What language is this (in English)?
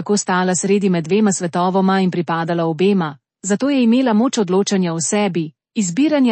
Slovenian